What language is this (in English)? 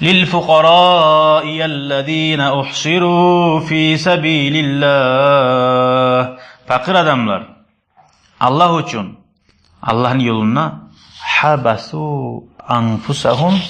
Kumyk